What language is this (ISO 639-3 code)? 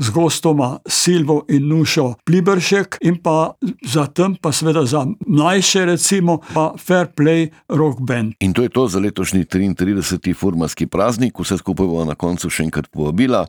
slv